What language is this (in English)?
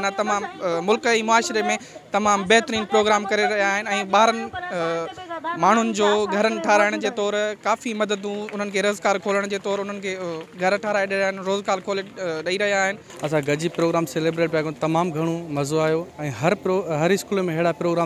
Sindhi